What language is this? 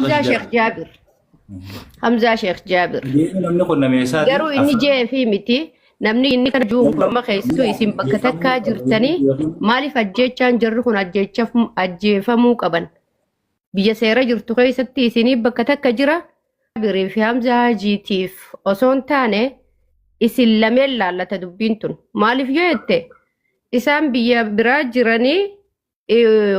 Oromo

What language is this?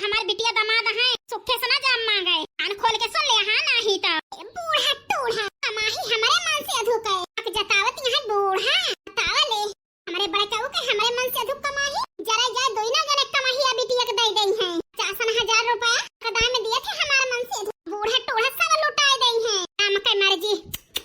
Awadhi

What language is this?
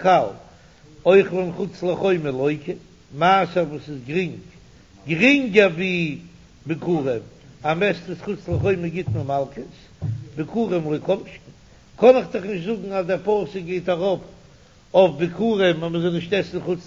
Yiddish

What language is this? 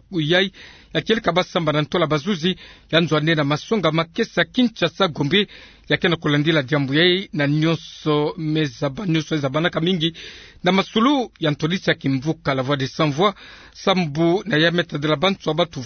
Kituba (Democratic Republic of Congo)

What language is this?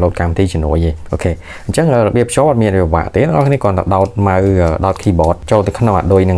Khmer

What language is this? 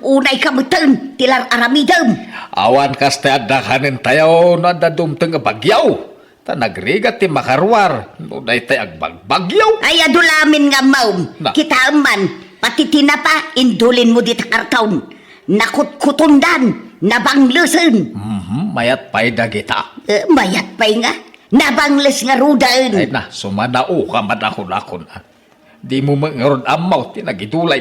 Iloko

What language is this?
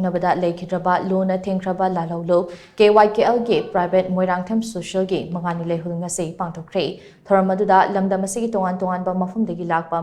Manipuri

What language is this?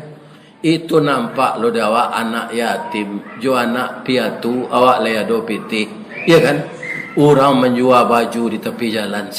Minangkabau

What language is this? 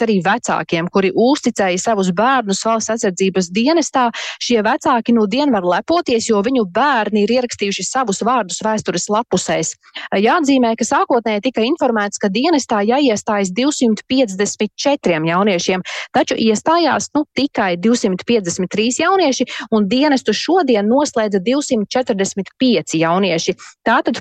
Latvian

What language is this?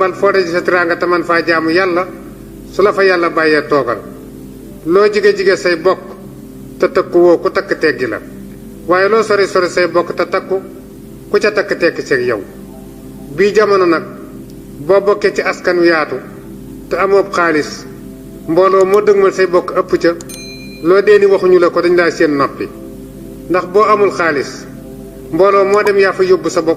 Wolof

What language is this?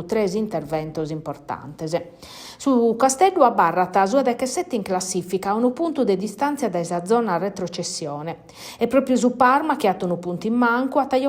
Sardinian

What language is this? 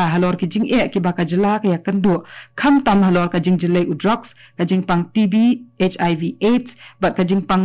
Khasi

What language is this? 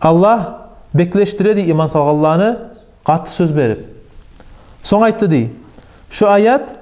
Kumyk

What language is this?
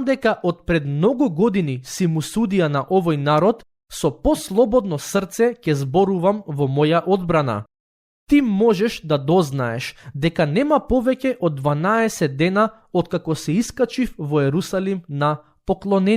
Macedonian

